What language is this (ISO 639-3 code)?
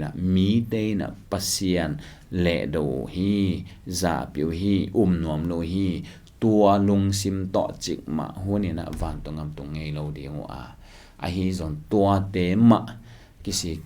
ctd